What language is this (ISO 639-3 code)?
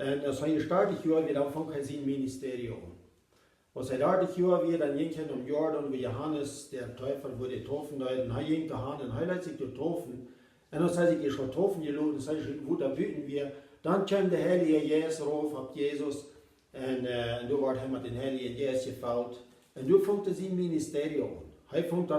pdt